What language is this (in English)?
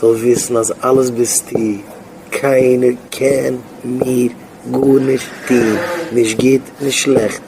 Yiddish